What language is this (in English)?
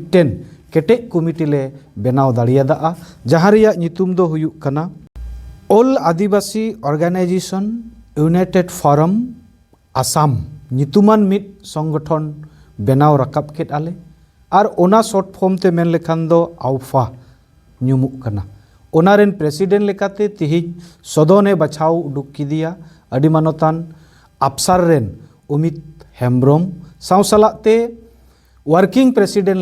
Santali